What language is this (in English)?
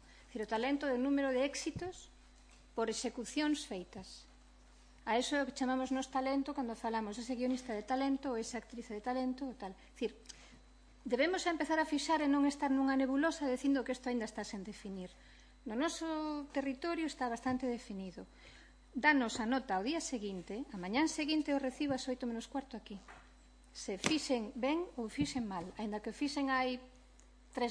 Galician